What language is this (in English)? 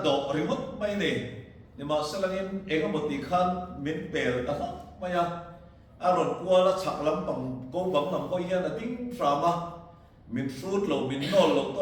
Mizo